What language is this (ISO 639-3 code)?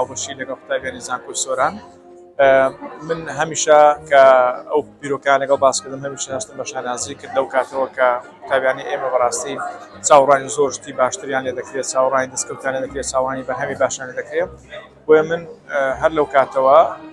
ckb